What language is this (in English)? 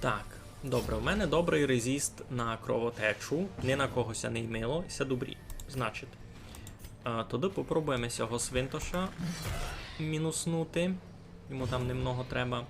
Rusyn